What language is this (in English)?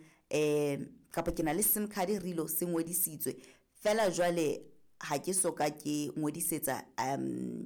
Southern Sotho